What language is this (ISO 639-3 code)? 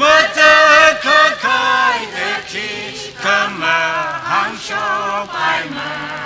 nmf